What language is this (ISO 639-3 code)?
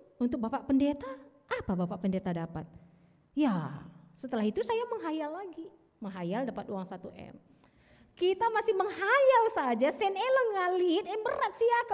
btx